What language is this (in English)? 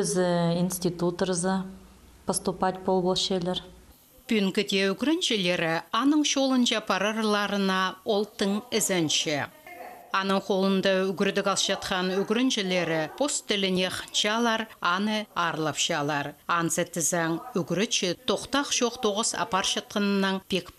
Khakas